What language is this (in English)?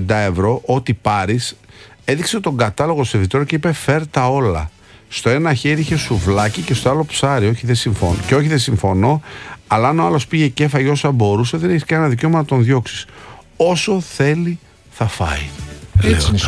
Greek